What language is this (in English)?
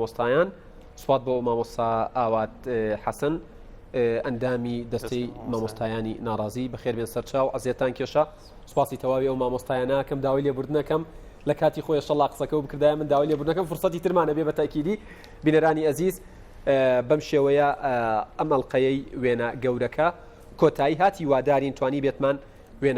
Central Kurdish